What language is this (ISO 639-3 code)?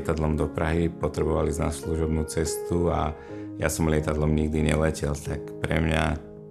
slk